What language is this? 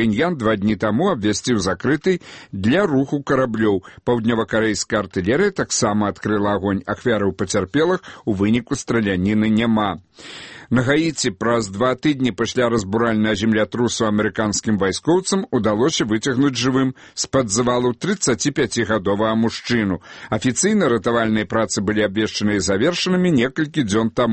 Belarusian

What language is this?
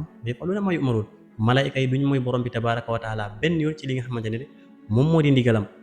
Wolof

